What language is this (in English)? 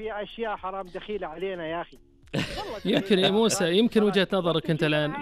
Najdi Arabic